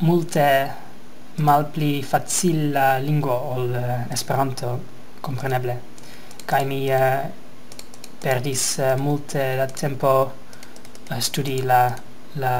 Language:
Esperanto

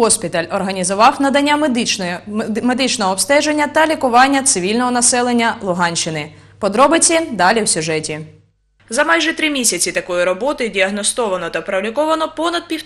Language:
Ukrainian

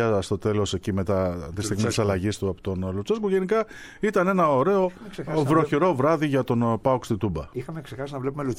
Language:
Greek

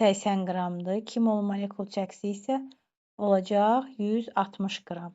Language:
Azerbaijani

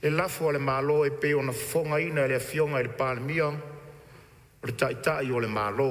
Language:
Samoan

